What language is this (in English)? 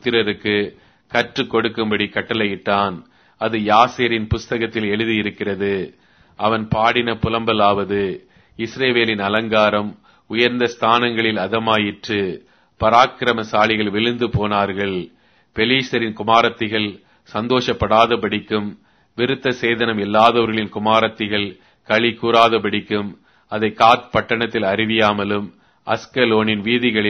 Tamil